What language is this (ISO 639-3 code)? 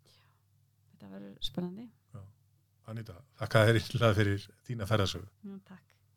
isl